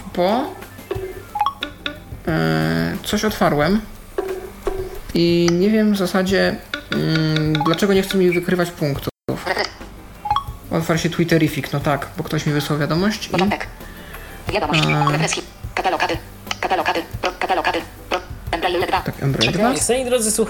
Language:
Polish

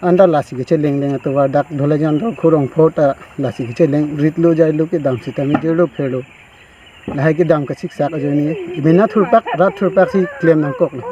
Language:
Karbi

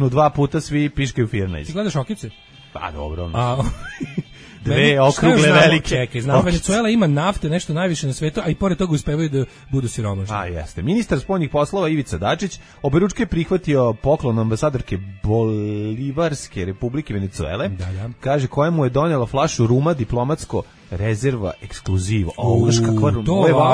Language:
Serbian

